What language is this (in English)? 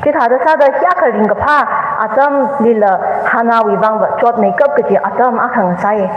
Tangkhul Naga (India)